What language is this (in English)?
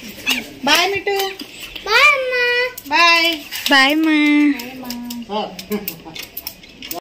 Telugu